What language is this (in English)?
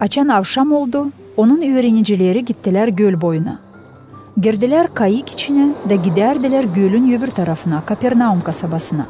Gagauz